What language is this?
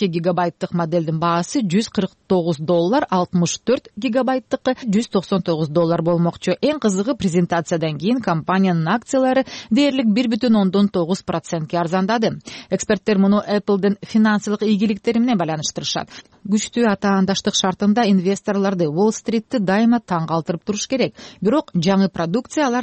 Kyrgyz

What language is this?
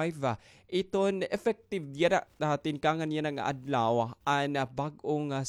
Waray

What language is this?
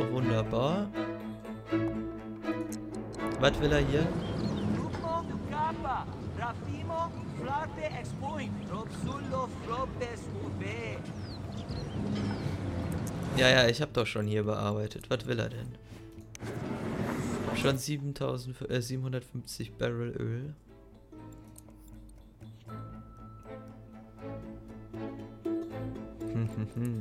German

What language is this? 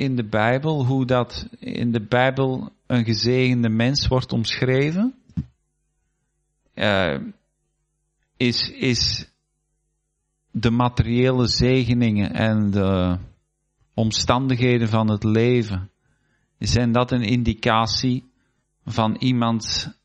Dutch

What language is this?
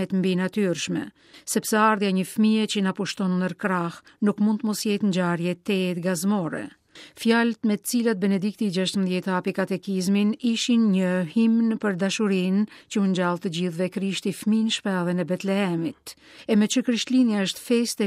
Albanian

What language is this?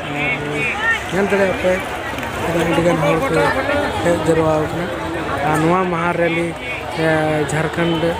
Santali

